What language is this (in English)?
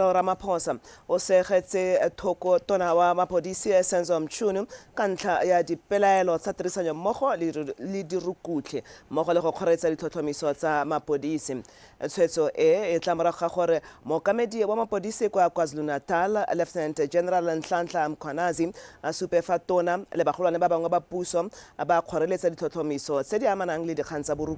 Tswana